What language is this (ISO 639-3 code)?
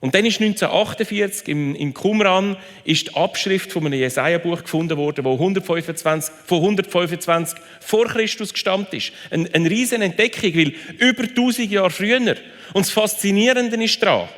gsw